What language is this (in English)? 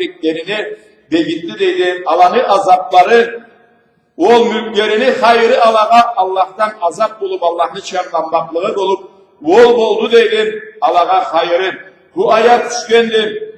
Karachay-Balkar